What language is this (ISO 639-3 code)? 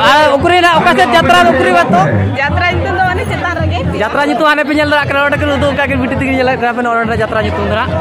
sat